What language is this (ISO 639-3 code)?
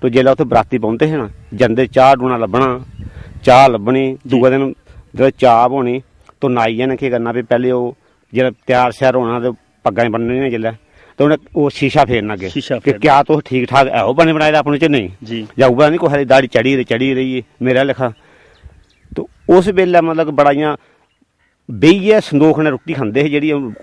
doi